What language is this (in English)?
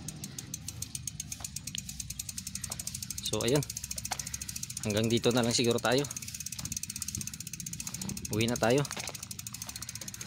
Filipino